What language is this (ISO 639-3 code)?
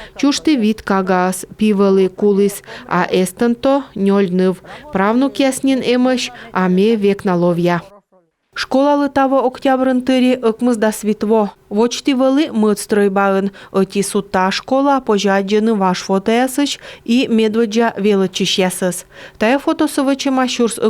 kom